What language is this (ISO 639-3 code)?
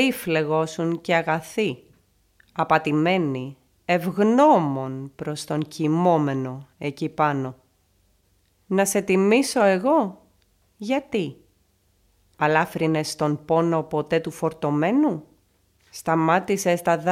ell